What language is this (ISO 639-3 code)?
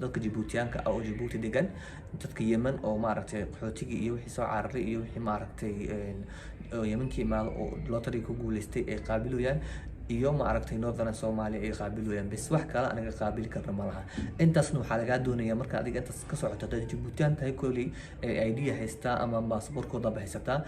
som